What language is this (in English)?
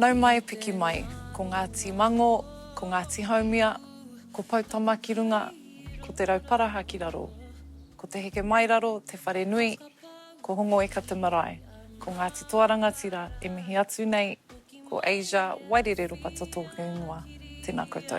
Māori